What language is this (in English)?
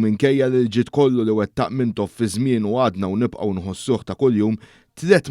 Maltese